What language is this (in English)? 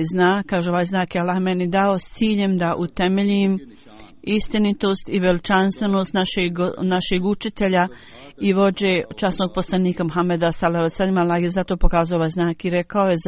Bosnian